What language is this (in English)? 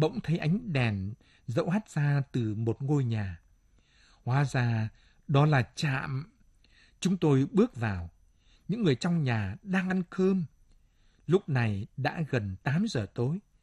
Vietnamese